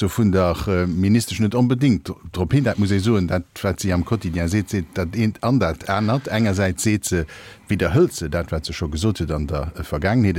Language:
Luxembourgish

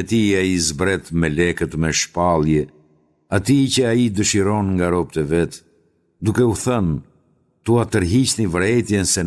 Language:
Albanian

